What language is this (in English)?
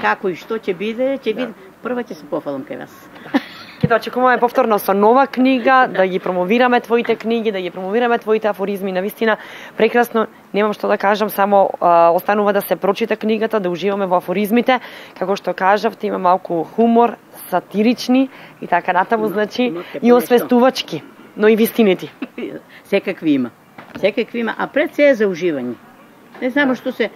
Macedonian